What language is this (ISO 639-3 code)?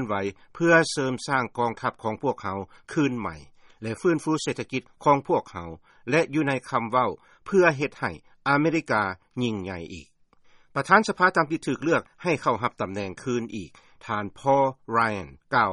lao